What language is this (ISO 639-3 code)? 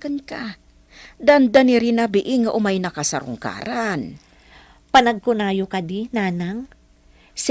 ilo